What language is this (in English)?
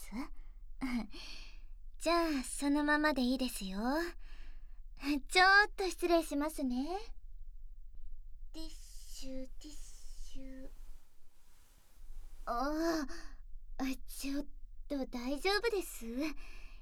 Japanese